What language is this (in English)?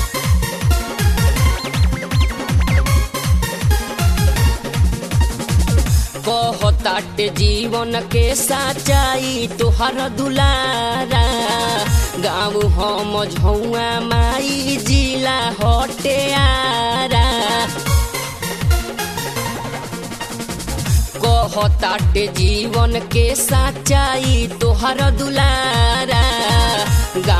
Bhojpuri